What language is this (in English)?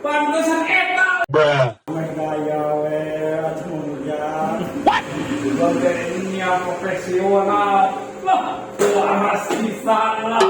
Sundanese